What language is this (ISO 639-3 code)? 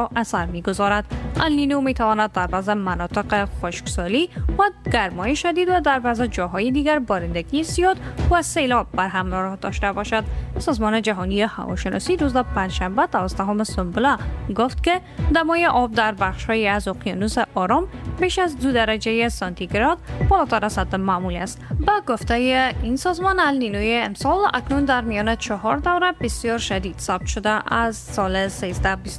fas